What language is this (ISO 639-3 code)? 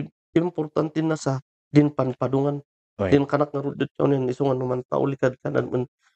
kne